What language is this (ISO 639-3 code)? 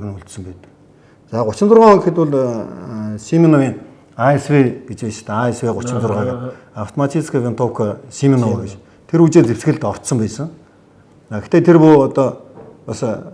mon